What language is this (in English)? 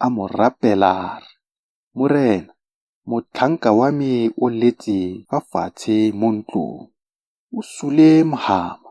Tswana